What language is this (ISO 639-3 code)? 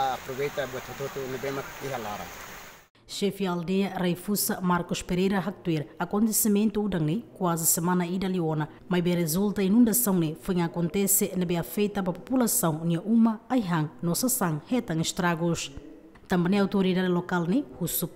tet